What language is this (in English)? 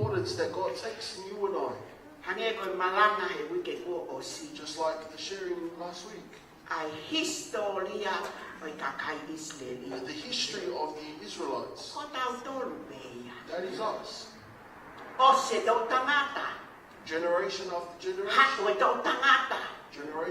Tongan